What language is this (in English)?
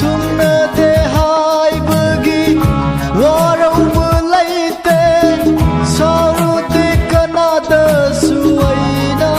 Manipuri